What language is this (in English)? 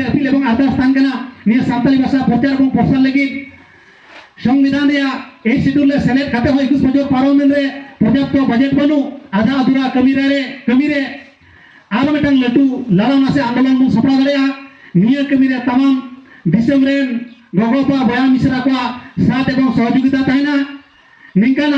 Santali